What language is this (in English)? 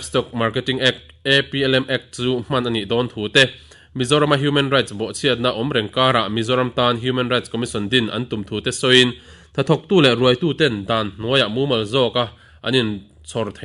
Mizo